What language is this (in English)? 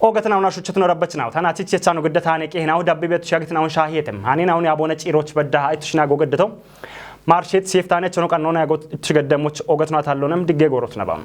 Kafa